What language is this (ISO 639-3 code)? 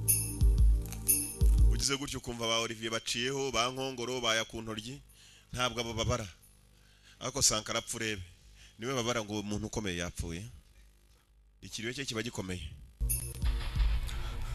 kin